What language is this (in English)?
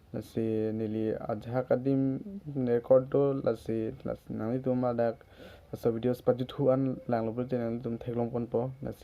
Karbi